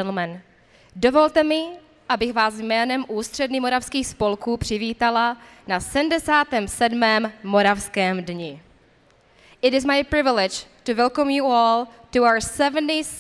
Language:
Czech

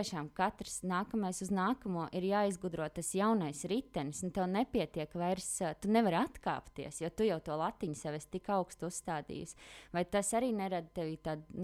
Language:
Latvian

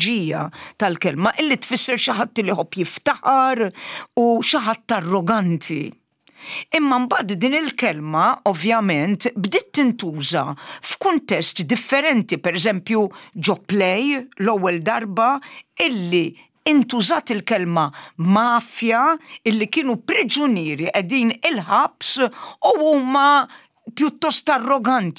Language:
Maltese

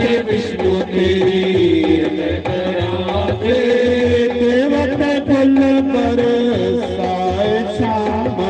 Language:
Dogri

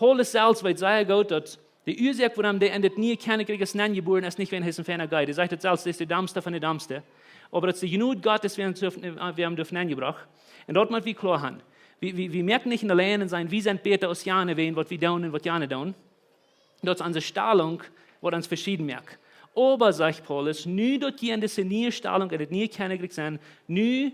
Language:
Plautdietsch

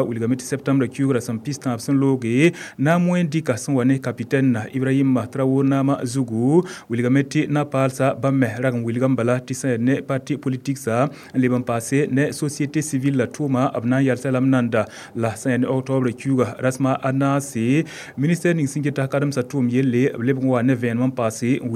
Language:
Mossi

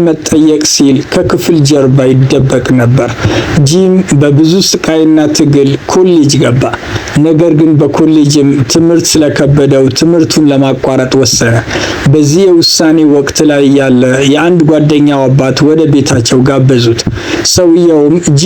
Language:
Amharic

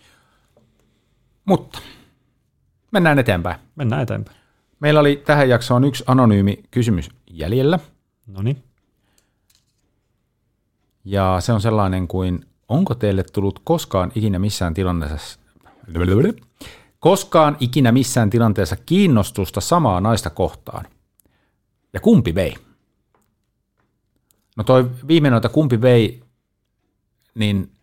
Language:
Finnish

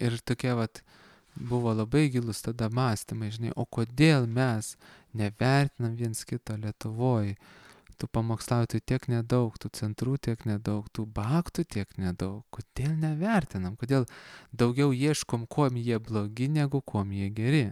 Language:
Lithuanian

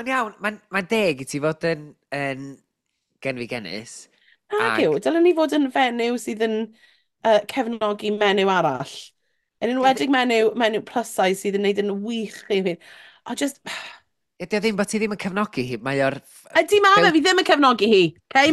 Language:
Welsh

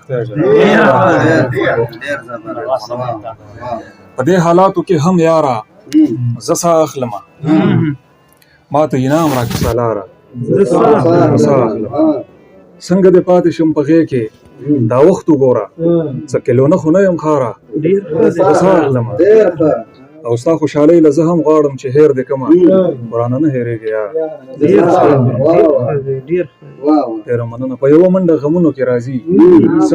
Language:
Pashto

